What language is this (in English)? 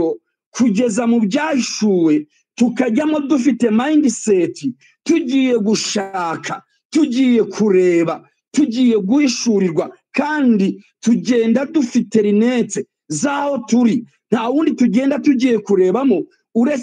Kinyarwanda